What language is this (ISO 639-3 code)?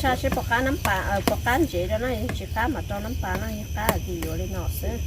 hmn